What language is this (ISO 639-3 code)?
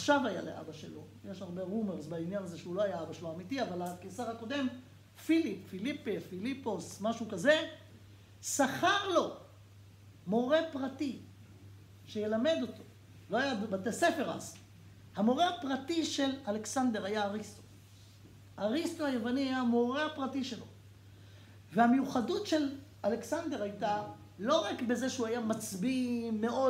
heb